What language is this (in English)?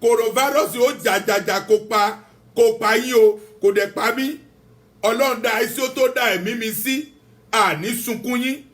Yoruba